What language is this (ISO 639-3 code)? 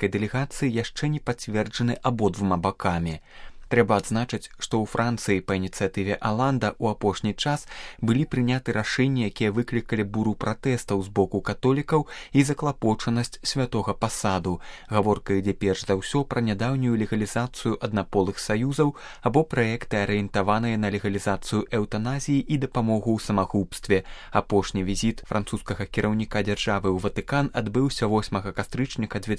bel